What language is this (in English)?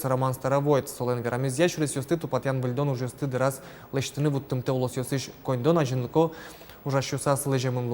Udmurt